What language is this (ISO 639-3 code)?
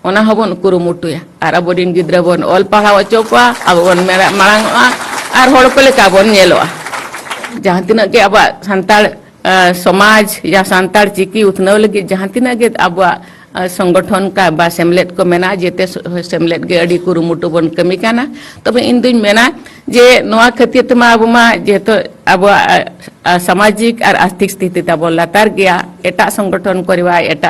sat